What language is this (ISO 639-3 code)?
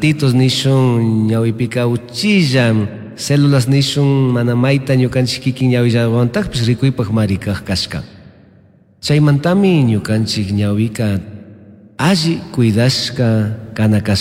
qug